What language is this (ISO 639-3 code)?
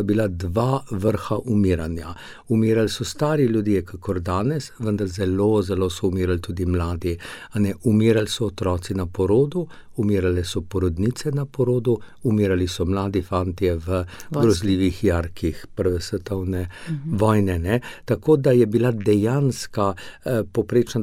slv